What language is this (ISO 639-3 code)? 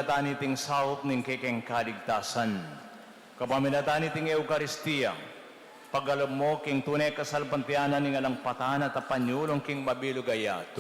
pam